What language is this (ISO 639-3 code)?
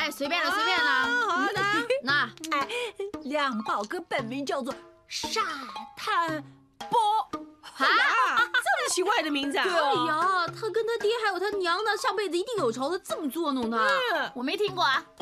zho